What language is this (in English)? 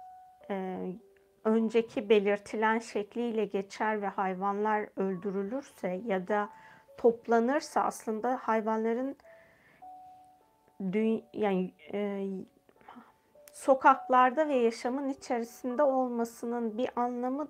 Turkish